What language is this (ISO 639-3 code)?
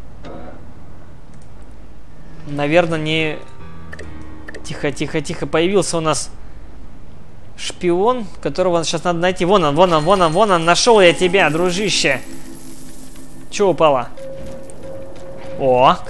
rus